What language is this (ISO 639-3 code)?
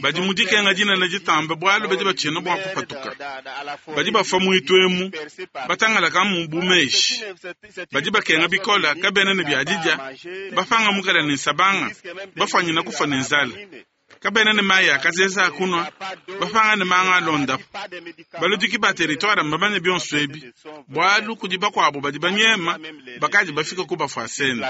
lua